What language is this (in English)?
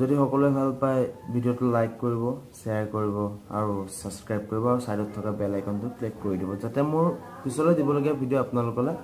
Assamese